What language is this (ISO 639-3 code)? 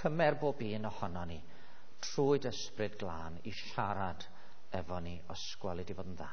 cym